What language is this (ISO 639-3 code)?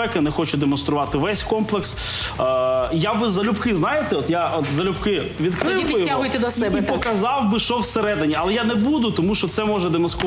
ukr